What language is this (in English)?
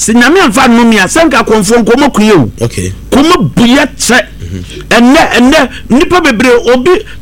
Akan